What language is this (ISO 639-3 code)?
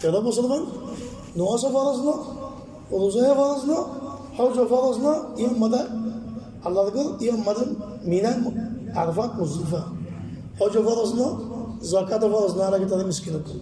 rhg